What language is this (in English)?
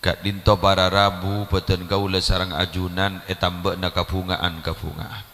Madurese